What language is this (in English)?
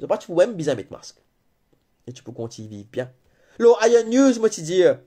Morisyen